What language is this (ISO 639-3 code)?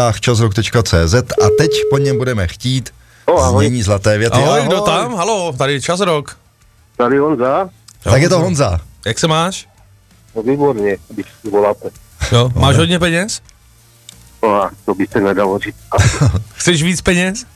ces